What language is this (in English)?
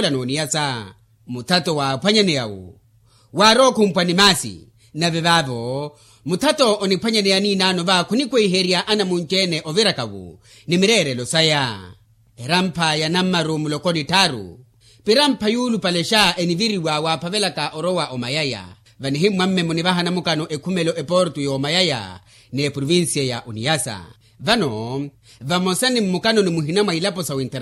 Makhuwa